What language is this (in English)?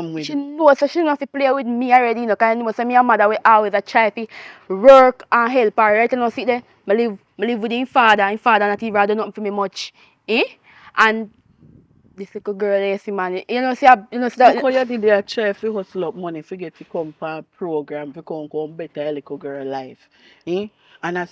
Jamaican Creole English